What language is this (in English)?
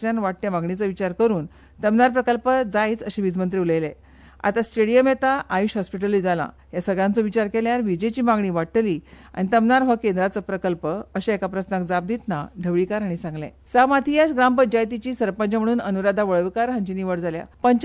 Konkani